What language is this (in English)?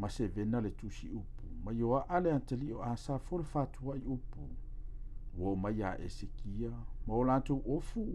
Samoan